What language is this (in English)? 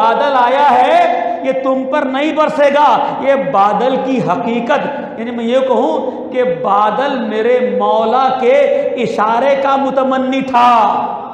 Urdu